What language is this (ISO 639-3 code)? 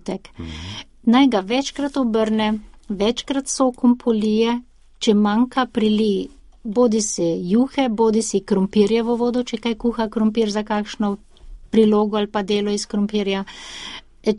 slv